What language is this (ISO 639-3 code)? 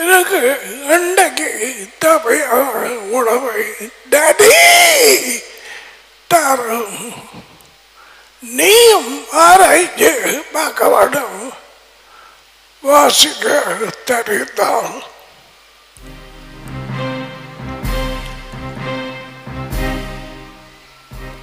tam